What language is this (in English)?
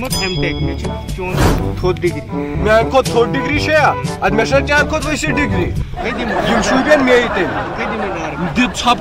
Kashmiri